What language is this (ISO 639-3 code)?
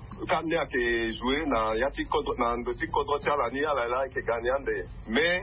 sag